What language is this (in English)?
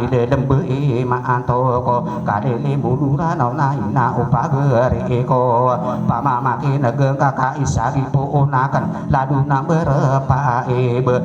Maranao